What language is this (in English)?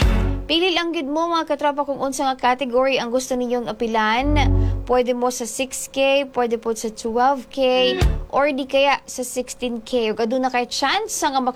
Cebuano